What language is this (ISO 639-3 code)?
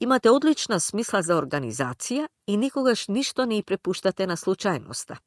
mkd